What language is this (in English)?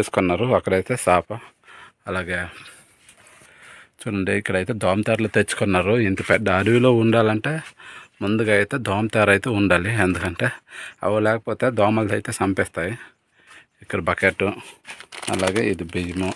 Telugu